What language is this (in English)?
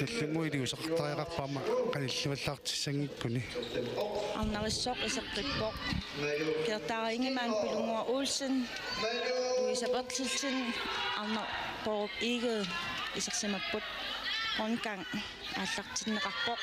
Kalaallisut